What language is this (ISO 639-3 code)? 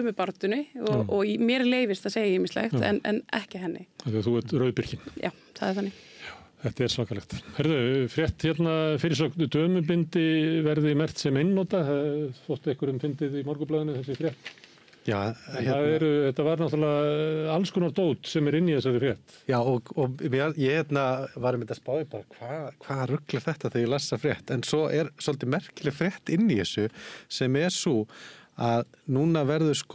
isl